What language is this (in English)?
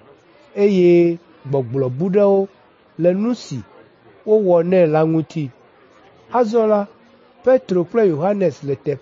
Ewe